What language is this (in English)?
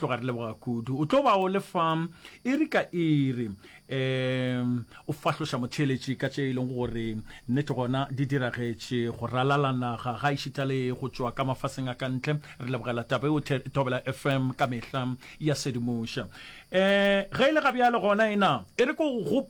Northern Sotho